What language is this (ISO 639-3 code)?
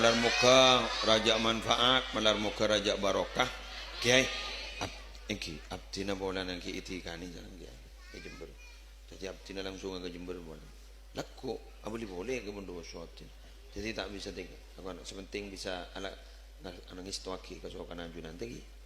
mad